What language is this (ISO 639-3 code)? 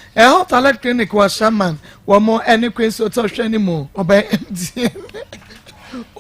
aka